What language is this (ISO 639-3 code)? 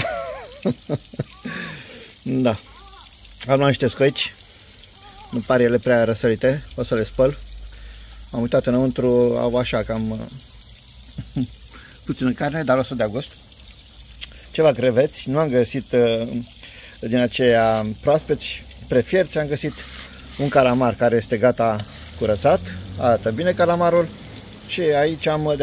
ron